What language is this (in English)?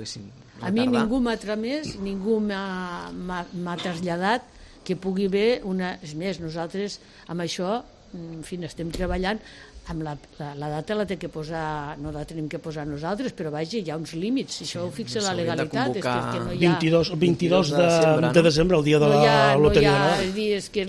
Catalan